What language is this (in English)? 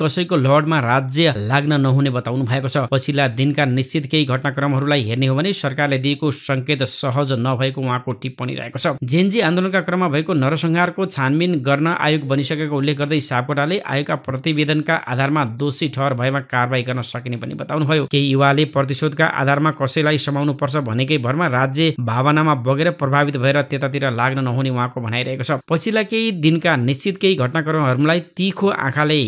Nepali